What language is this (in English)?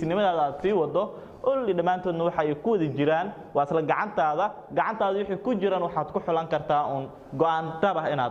Somali